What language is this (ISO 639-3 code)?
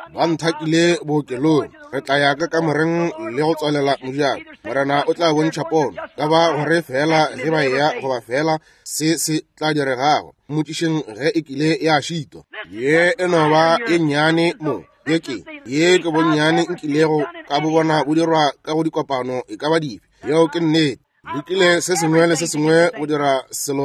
nso